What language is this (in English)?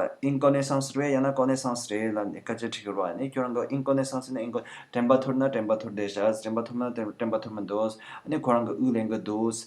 Tibetan